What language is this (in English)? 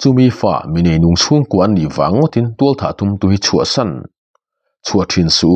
Mizo